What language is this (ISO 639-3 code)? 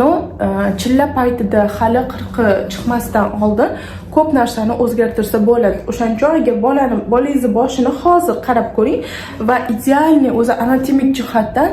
uzb